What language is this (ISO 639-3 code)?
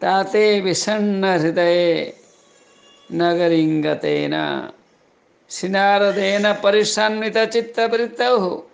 san